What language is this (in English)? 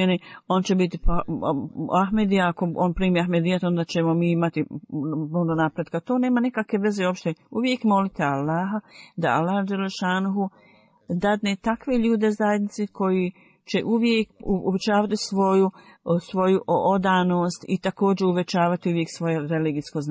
Bosnian